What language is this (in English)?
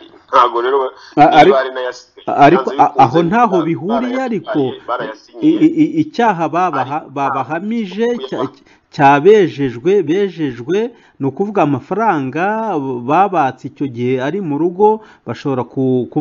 Kinyarwanda